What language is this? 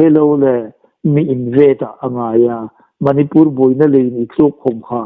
Hmar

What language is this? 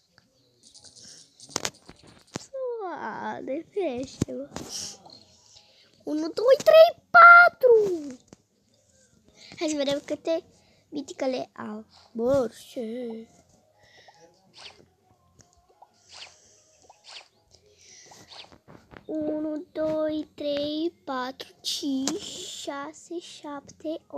Romanian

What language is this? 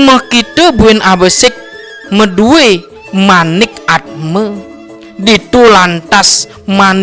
Balinese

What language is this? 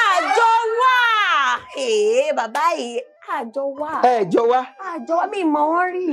Yoruba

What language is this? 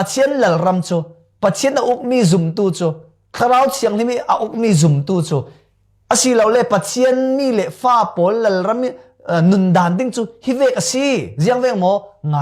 Falam Chin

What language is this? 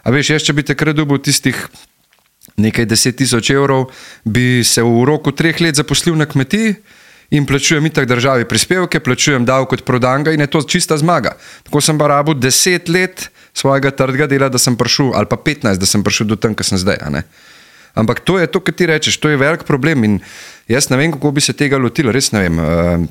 Slovenian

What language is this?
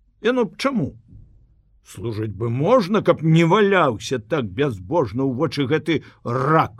Belarusian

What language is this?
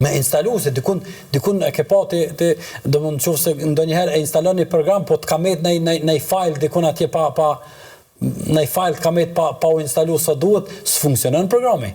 Albanian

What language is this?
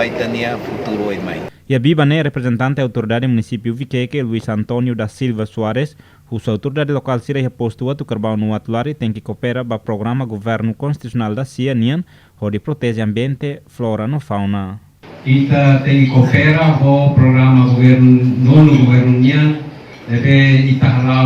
Tetum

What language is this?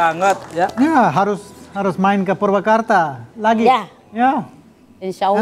Indonesian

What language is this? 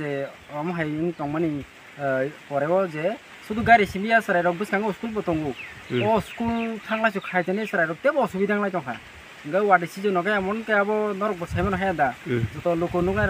Kok Borok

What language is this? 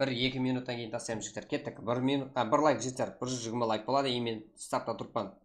Kara-Kalpak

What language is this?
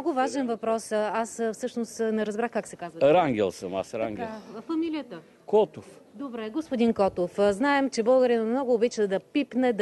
Bulgarian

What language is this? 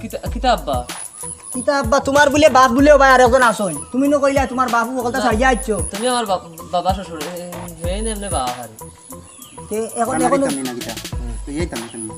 Sylheti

